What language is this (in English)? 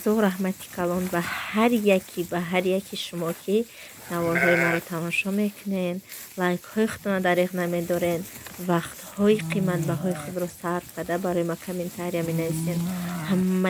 Tajik